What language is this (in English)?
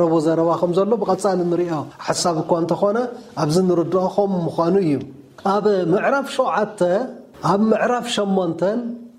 Tigrinya